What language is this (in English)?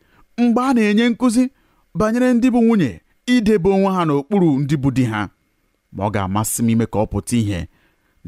Igbo